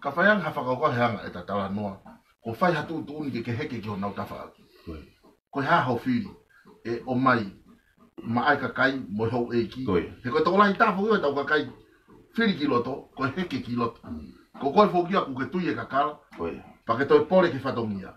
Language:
Tongan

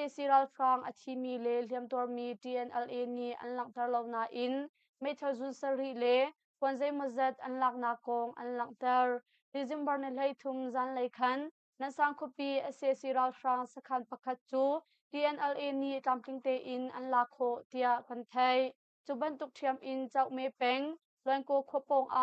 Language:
Hakha Chin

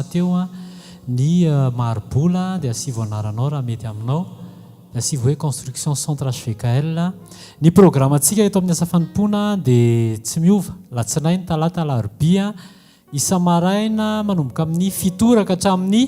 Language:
Malagasy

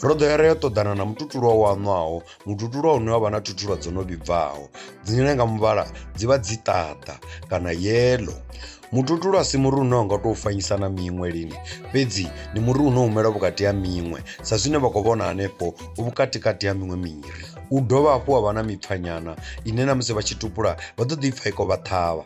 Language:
Venda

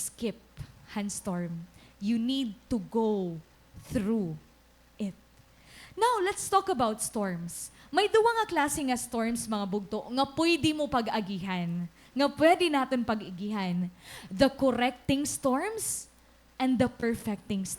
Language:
Waray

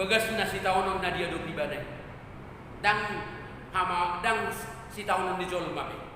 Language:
Batak Toba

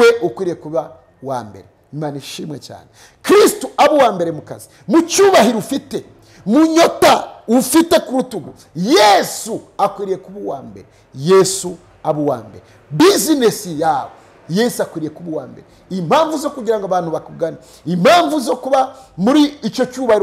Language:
Kinyarwanda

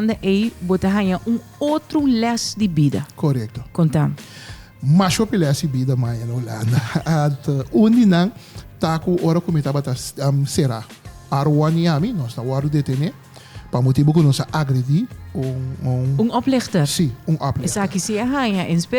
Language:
Papiamento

